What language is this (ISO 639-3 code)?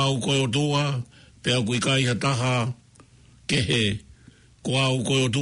ton